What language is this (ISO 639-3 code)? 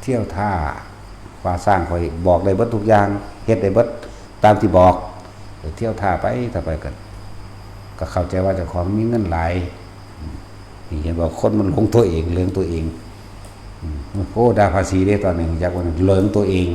tts